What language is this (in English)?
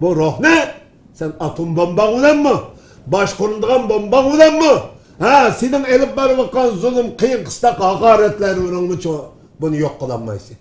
Uyghur